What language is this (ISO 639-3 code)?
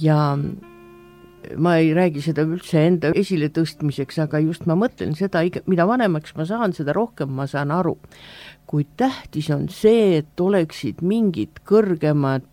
est